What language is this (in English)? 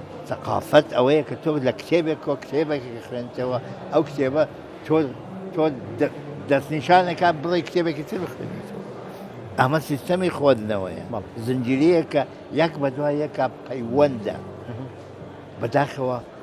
Central Kurdish